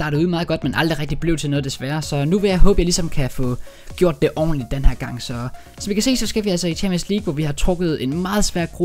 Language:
Danish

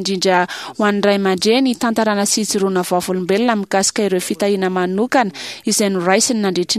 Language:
Malagasy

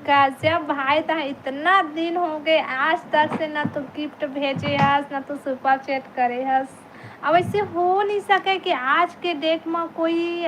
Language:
Chhattisgarhi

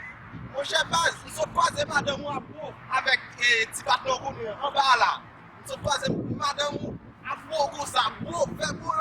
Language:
Haitian Creole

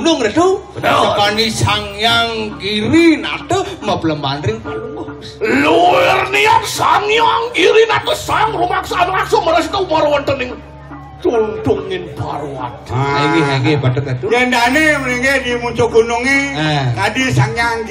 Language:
Balinese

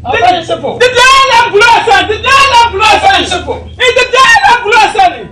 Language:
Dagbani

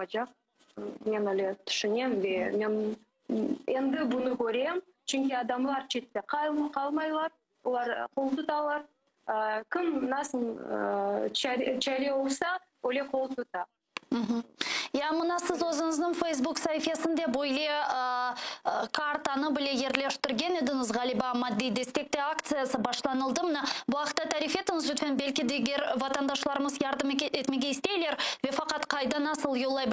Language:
Crimean Tatar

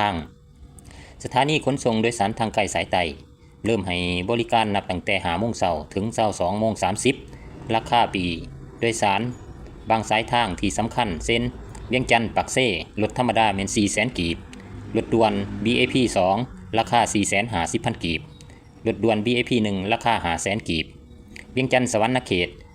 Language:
Lao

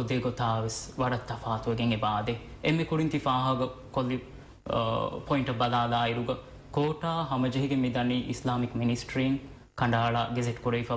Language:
Divehi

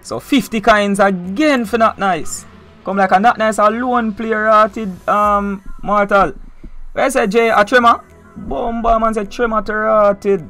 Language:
Jamaican Creole English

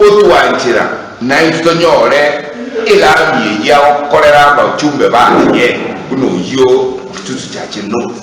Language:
Gusii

